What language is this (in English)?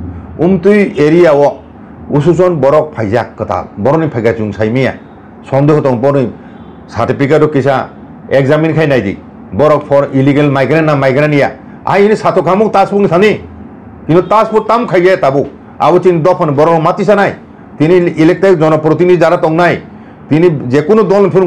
Kok Borok